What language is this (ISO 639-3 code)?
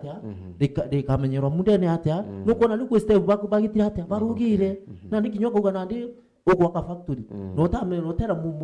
mer